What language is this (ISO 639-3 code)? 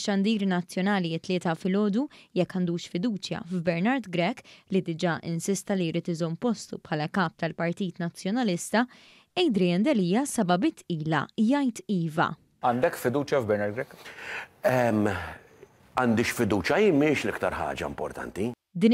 mlt